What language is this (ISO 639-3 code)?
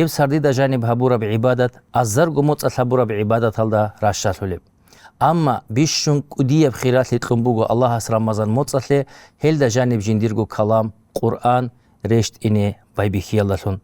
ava